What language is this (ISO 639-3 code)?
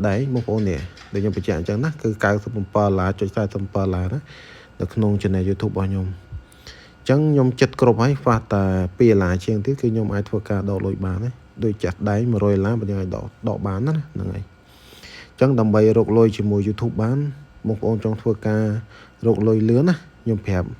khm